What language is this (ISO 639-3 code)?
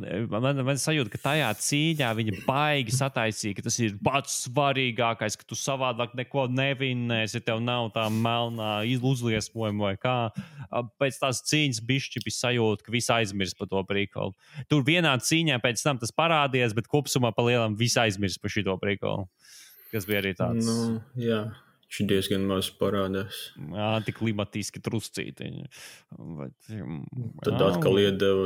lav